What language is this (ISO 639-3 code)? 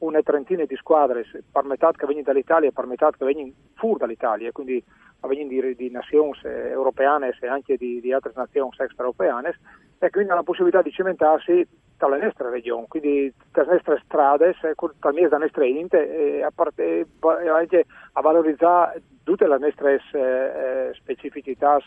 fur